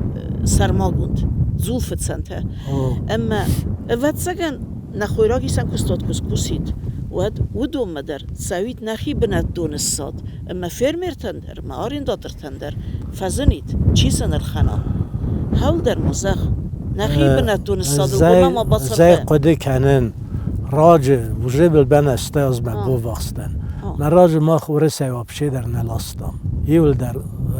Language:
Ossetic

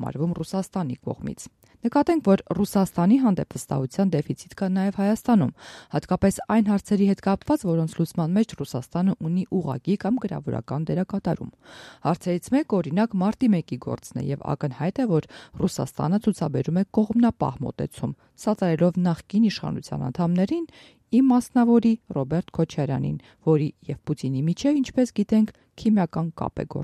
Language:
Armenian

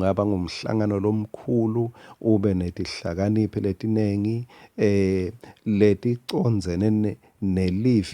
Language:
Swati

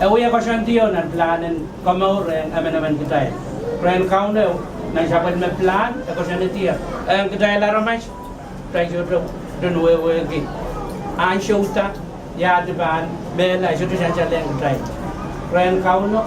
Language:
Pohnpeian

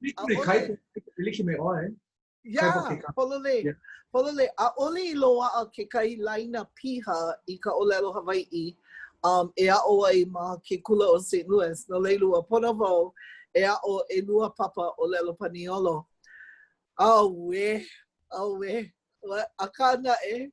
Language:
Hawaiian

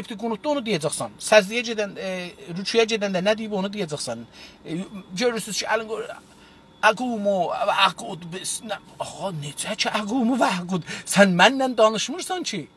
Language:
South Azerbaijani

